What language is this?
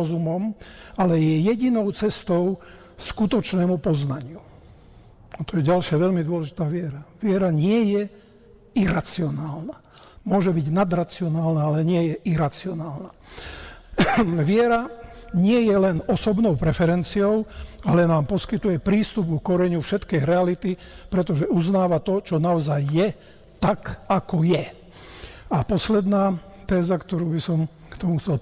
Slovak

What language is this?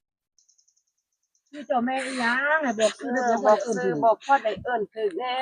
Northeastern Thai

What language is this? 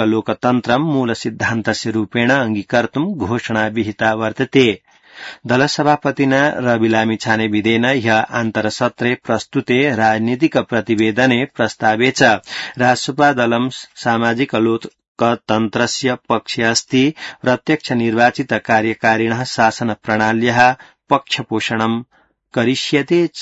Sanskrit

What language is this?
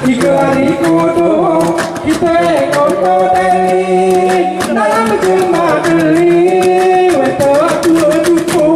Gayo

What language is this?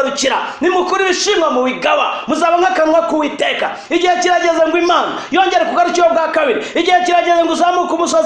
Kinyarwanda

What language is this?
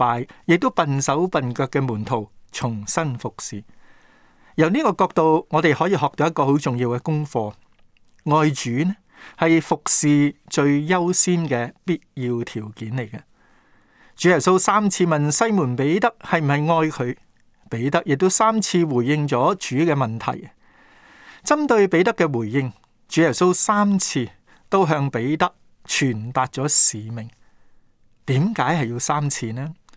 Cantonese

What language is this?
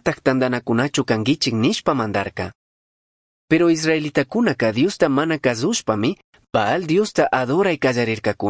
Chimborazo Highland Quichua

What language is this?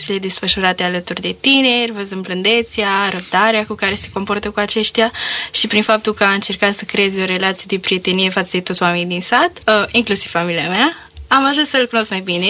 Romanian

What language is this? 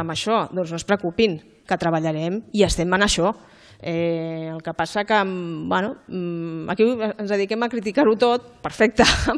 Catalan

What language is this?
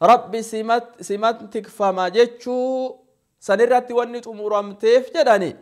Oromo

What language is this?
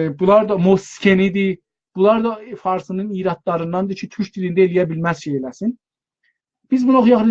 South Azerbaijani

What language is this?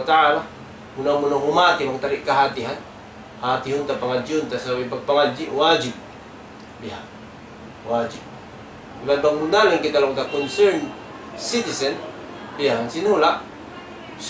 Tausug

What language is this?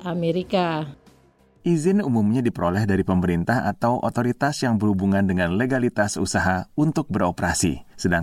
Indonesian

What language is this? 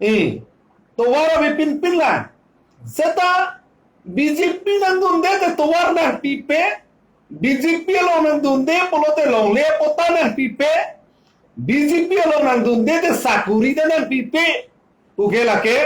Karbi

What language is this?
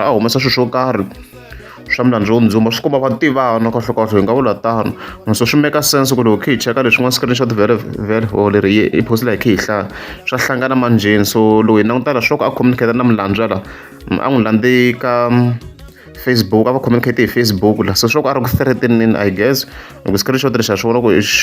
Tsonga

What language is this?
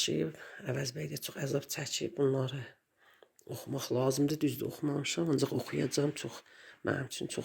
Azerbaijani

